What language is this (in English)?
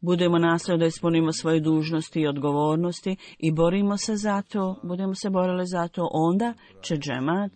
Bosnian